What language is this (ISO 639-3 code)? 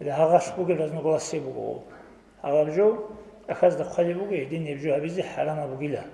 ava